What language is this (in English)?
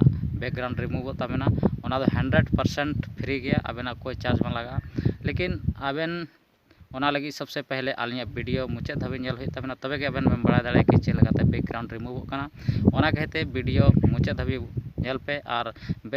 Santali